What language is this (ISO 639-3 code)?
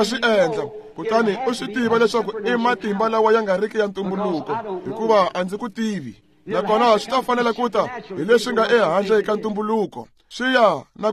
tso